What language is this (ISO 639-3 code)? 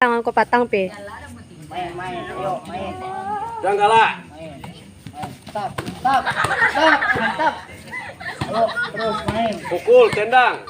min